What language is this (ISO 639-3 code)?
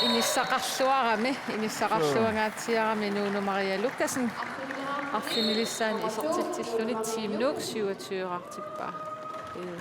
kal